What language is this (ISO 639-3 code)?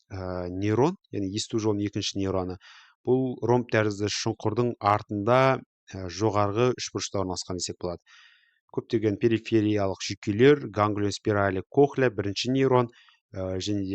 kaz